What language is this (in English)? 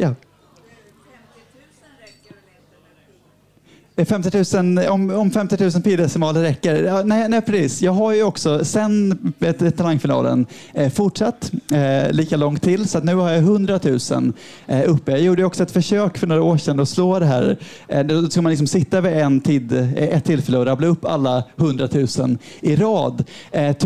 Swedish